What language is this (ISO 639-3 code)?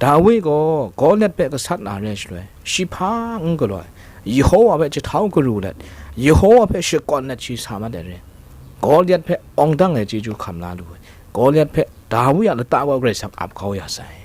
kac